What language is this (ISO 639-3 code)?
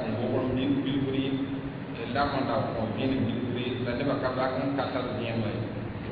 mos